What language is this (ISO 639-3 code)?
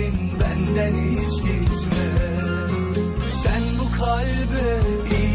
tur